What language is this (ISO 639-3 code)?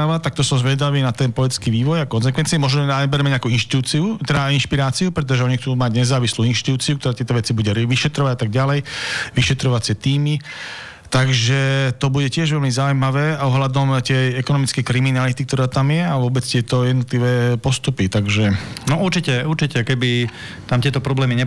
slk